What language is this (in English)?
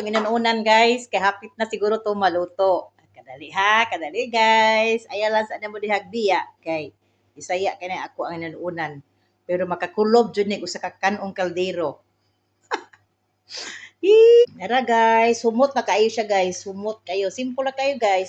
Cebuano